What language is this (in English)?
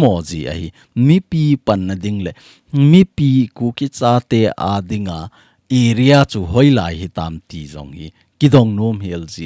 Thado Chin